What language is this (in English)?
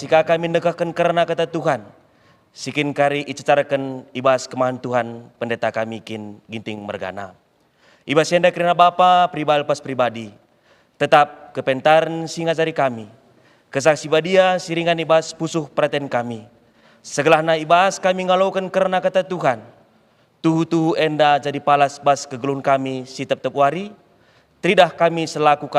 Batak Karo